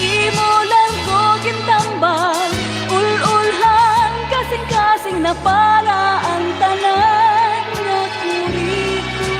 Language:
Waray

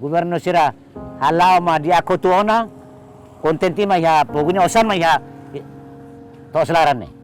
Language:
Tetum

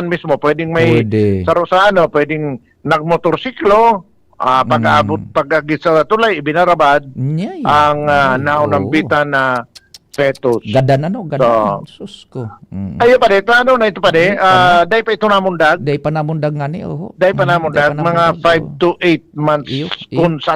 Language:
Bikol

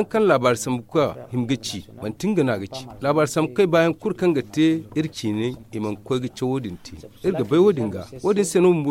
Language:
Zarma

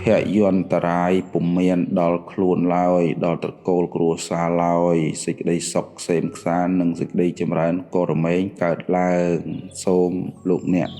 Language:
Khmer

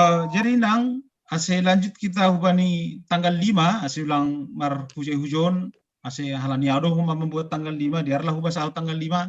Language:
Batak Simalungun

